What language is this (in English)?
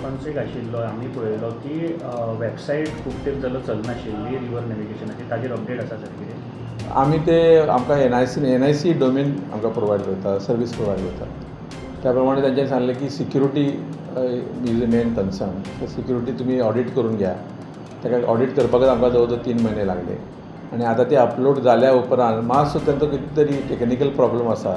Konkani